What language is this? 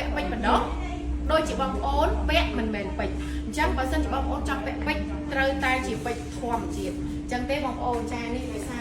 Khmer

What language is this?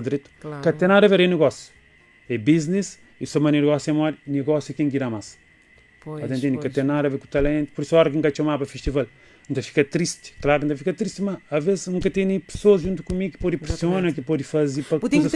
Kabuverdianu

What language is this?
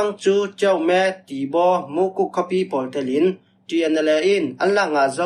Falam Chin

